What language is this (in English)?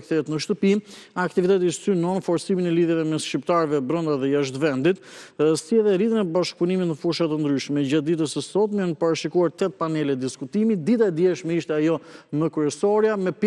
Albanian